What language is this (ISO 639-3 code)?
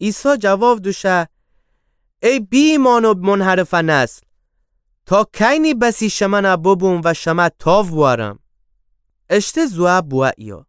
glk